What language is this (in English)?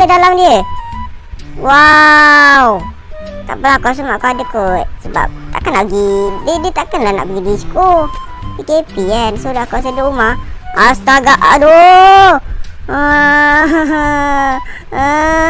Malay